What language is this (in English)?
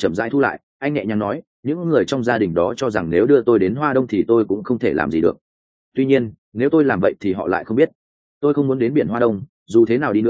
Vietnamese